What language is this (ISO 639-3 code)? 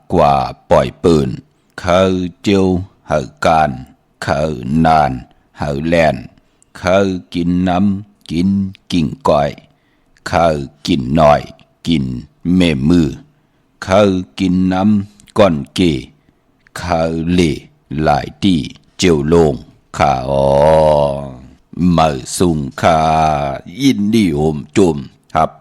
shn